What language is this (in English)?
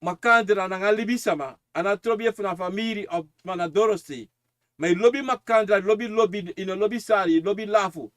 Sranan Tongo